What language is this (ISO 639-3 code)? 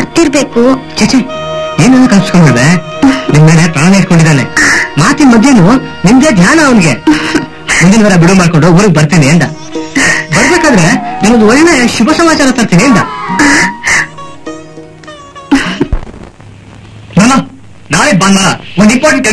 kan